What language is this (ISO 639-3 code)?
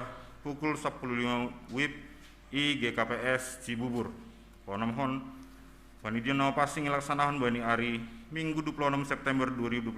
bts